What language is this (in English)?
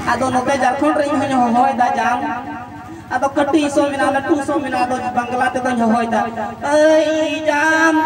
Santali